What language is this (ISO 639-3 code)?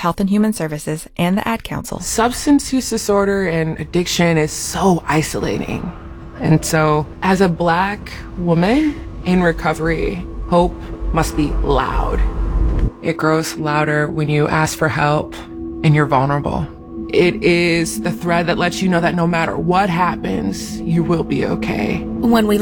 eng